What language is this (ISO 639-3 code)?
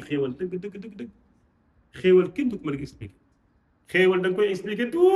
wol